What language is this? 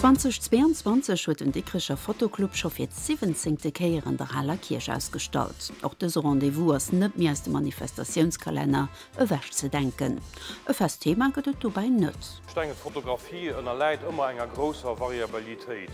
Luxembourgish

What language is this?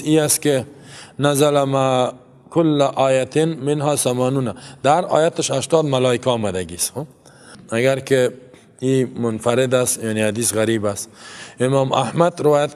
Persian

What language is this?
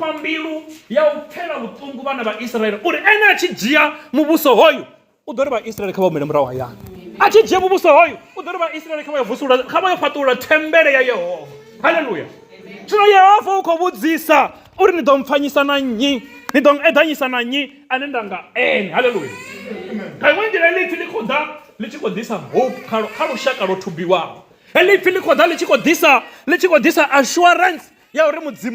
Venda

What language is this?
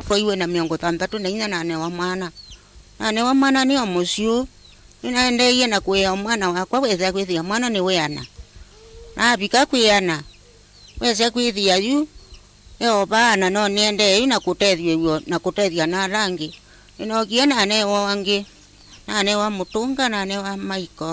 Kamba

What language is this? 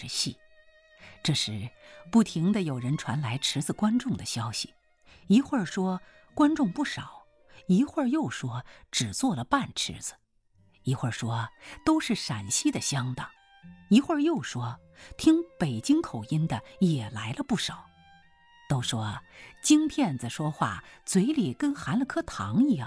Chinese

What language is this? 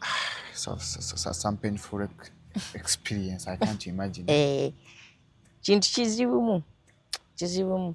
Ganda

